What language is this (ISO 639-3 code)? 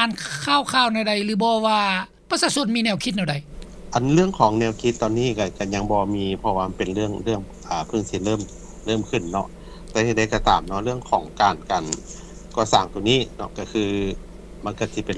lao